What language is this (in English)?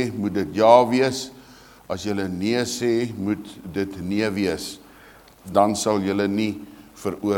Afrikaans